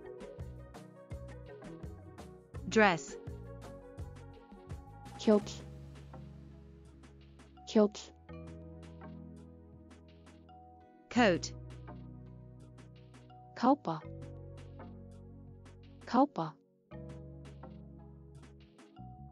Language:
Icelandic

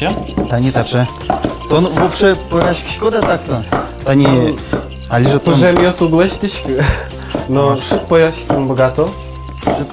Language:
Udmurt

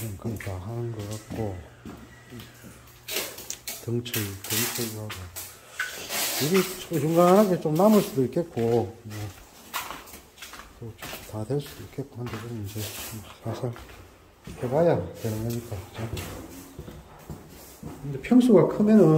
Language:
Korean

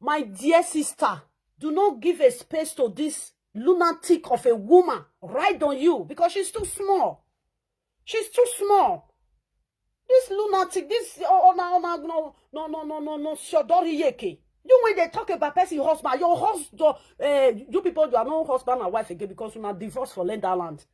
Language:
Nigerian Pidgin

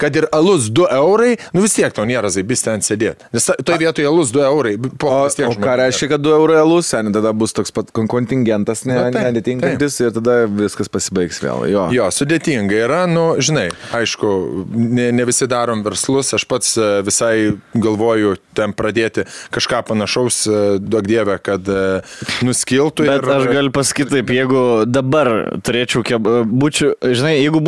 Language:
Lithuanian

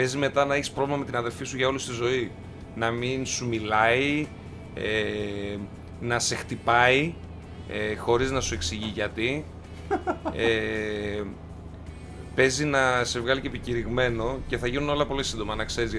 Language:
Greek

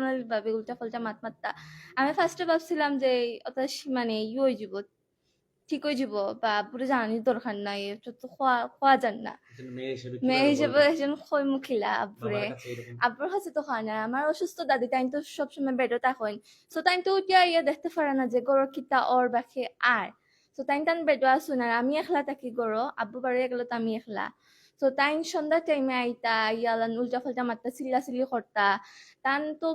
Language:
Sylheti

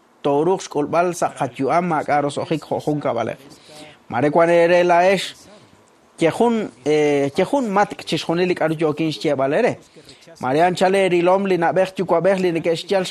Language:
Kekchí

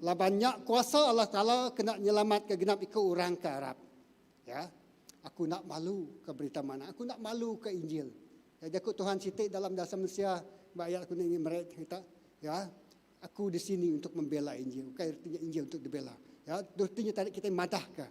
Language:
Iban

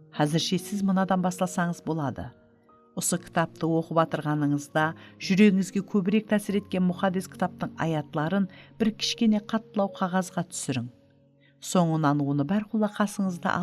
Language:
Kara-Kalpak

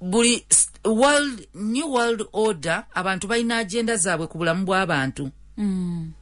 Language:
Ganda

